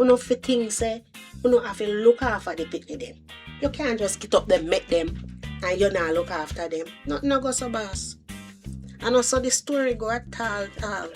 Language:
Jamaican Creole English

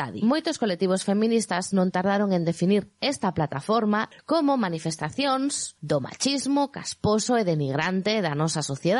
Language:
Galician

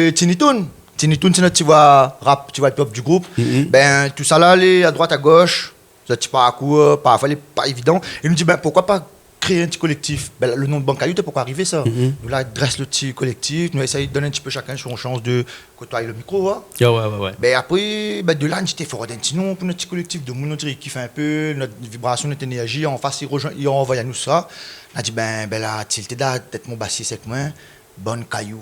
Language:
Réunion Creole French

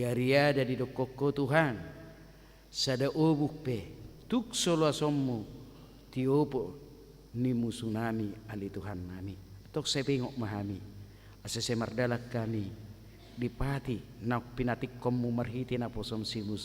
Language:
Batak Toba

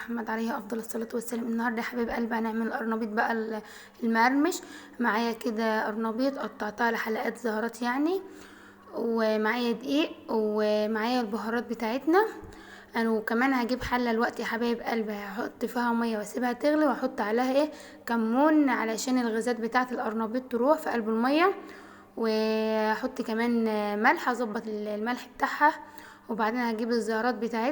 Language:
Egyptian Arabic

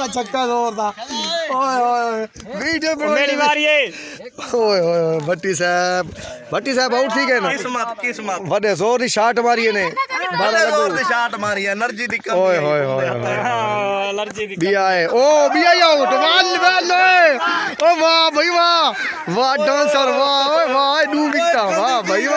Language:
Saraiki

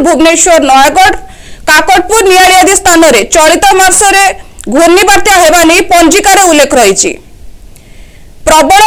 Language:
Odia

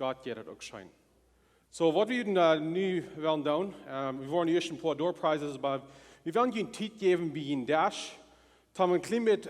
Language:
Plautdietsch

